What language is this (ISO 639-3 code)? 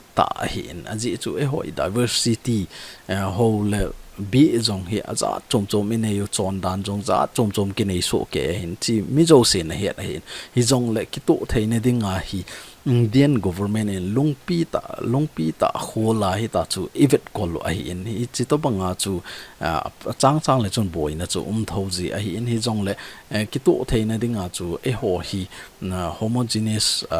tcz